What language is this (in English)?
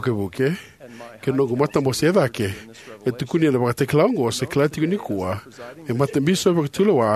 Fijian